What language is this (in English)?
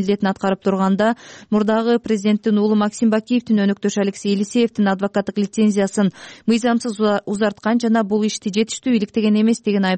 Kyrgyz